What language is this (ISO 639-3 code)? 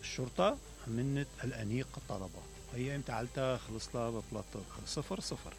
acm